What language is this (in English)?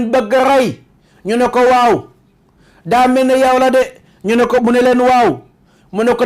Wolof